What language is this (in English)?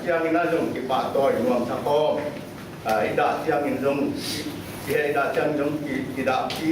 Tedim Chin